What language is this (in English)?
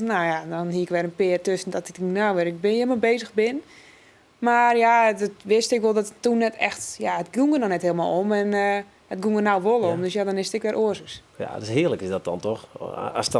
Western Frisian